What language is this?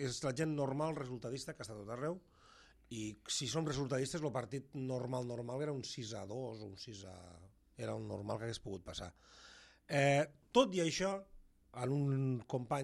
Catalan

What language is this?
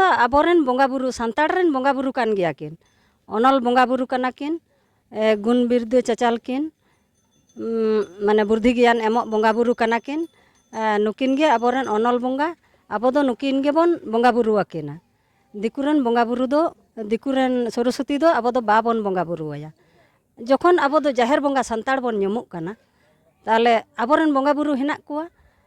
Santali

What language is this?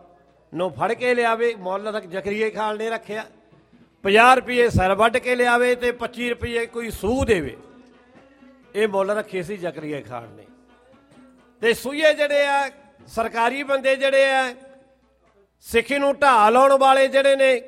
Punjabi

